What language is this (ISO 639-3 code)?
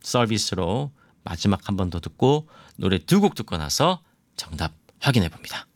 kor